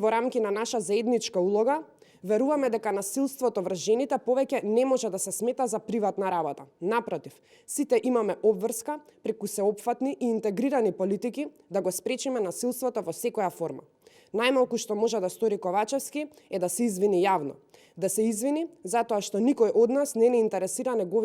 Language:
Macedonian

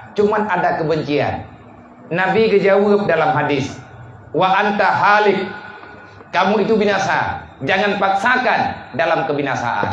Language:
Achinese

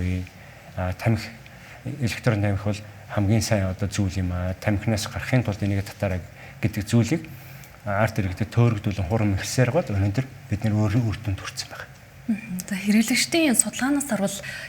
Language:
Mongolian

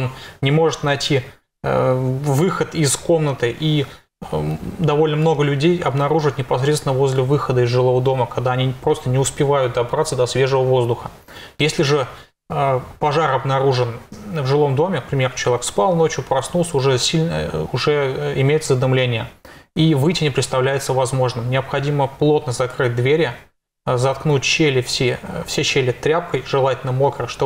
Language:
Russian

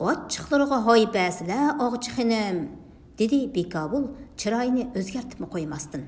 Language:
Uyghur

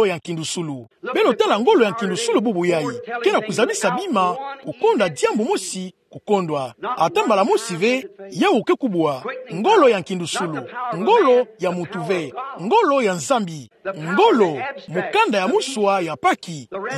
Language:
Kituba (Democratic Republic of Congo)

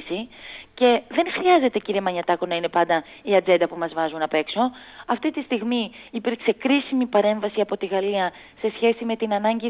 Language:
Greek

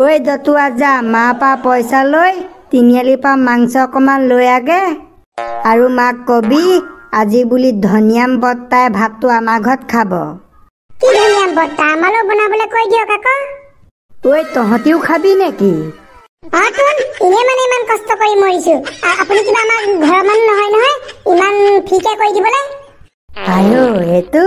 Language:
Assamese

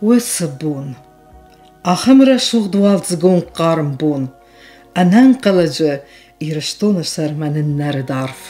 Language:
Ossetic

